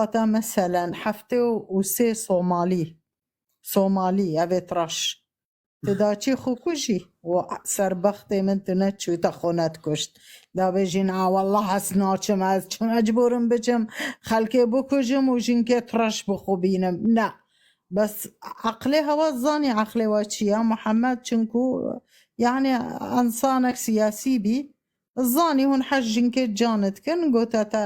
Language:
Kurdish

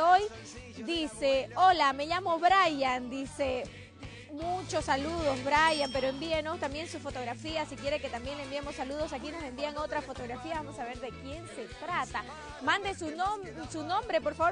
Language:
Spanish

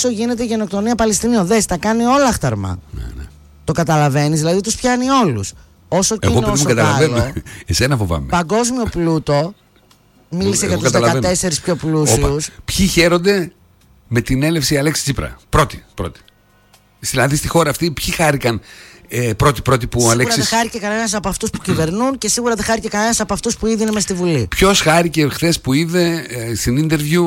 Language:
Greek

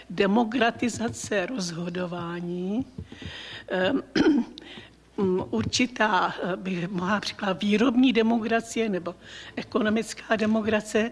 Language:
Czech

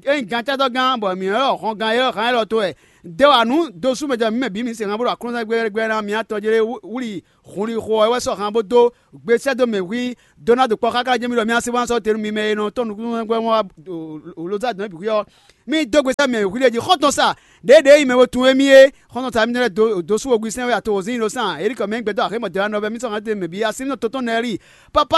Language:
Fon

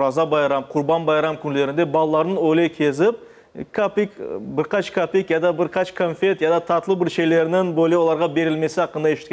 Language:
Crimean Tatar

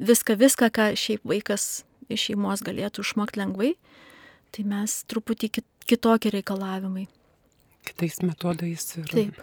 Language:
Lithuanian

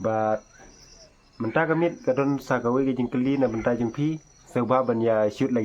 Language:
Khasi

